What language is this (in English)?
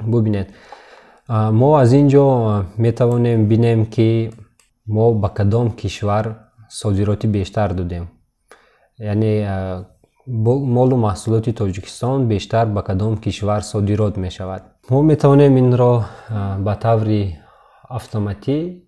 Tajik